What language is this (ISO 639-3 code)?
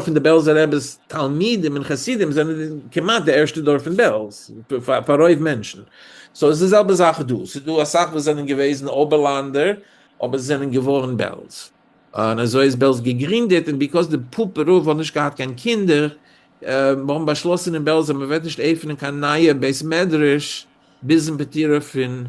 yid